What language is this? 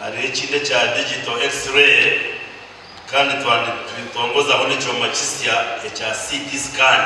Nyankole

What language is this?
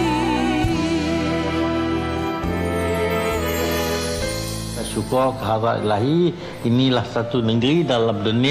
Malay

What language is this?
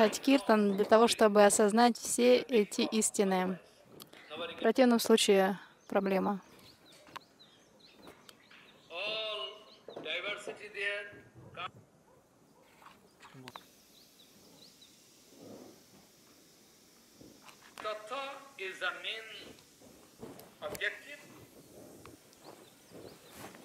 Russian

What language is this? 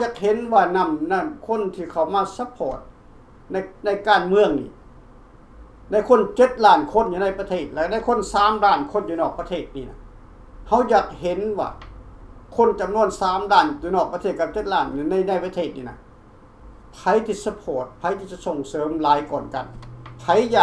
Lao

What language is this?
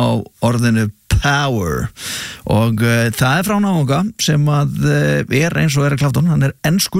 Icelandic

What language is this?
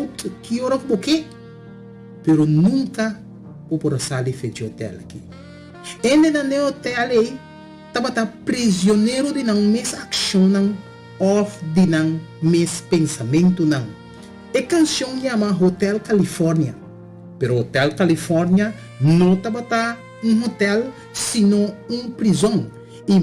Papiamento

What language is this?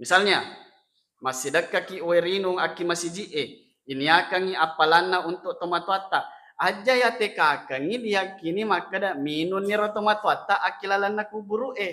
Buginese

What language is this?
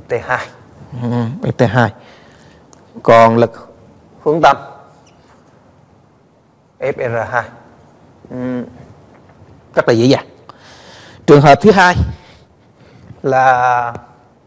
Vietnamese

